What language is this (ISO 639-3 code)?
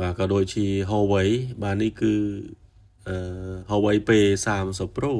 khm